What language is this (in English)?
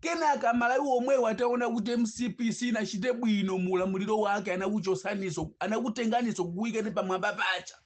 Nyanja